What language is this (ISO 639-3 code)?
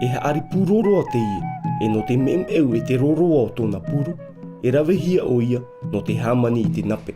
tah